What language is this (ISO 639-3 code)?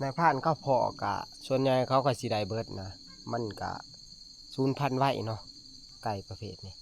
tts